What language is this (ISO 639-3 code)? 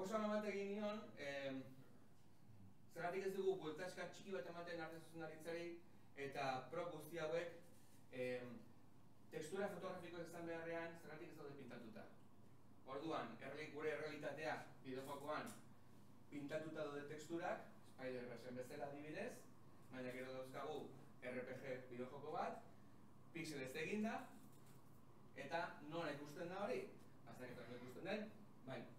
eus